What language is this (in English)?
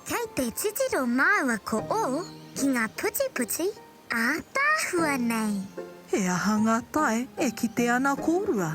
Māori